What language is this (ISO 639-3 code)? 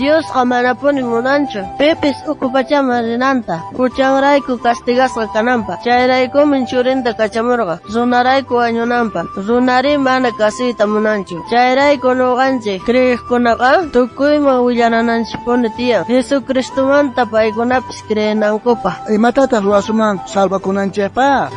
quh